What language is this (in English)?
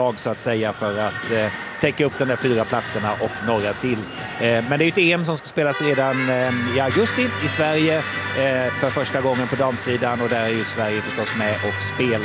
Swedish